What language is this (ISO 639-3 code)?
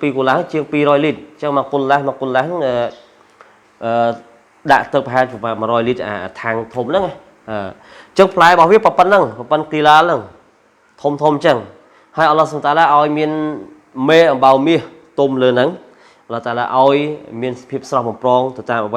khm